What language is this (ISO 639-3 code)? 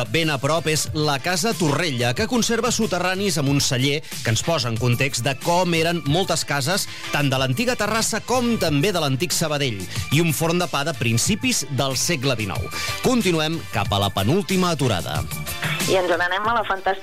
cat